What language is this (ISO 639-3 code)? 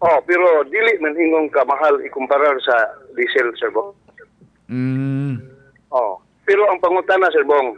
ceb